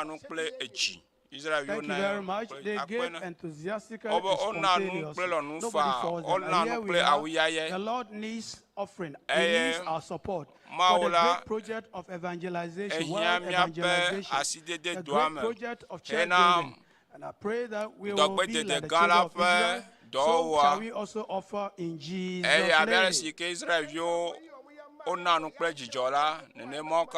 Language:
Ewe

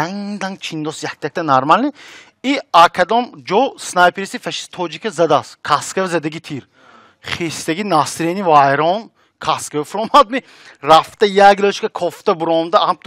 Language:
Tajik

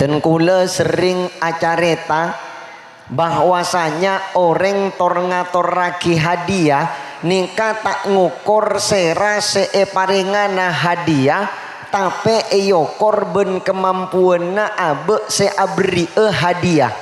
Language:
Madurese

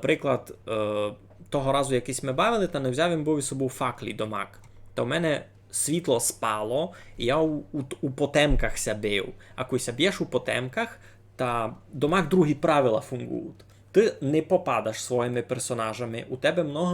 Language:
Rusyn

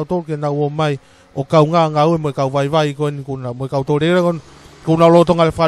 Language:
Tongan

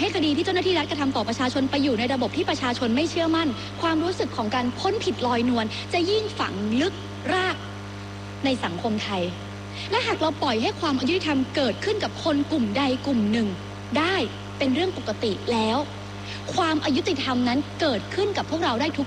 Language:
Thai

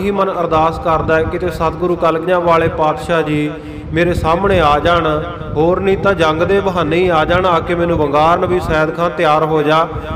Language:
Punjabi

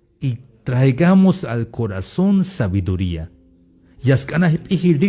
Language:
Tzeltal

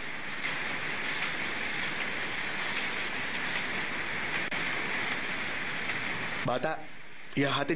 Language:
Filipino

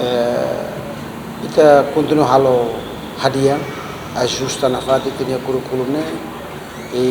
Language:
Tetum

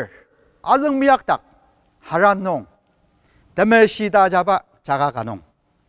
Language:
Ao Naga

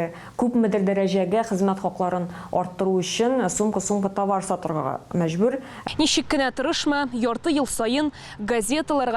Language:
Tatar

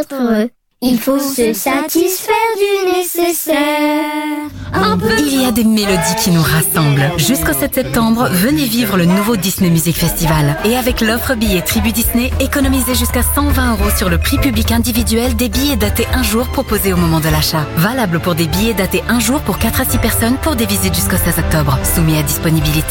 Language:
French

